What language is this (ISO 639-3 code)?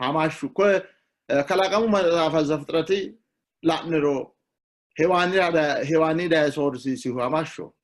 sid